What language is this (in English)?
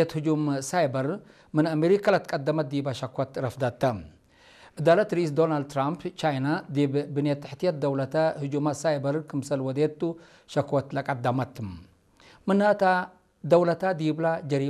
Tigre